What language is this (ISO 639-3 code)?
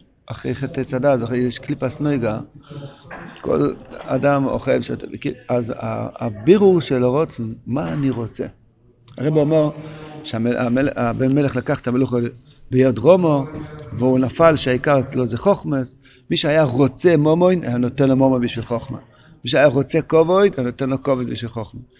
heb